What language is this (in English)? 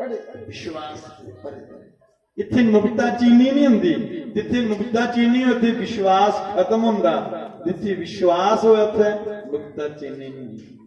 Dogri